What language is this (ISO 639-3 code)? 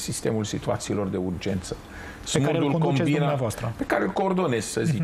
ron